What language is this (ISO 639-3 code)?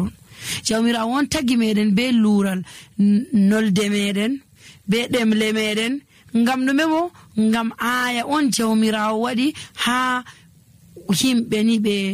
fuv